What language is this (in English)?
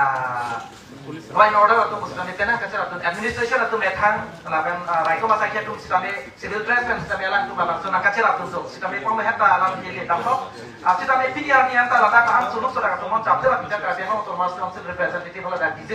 Karbi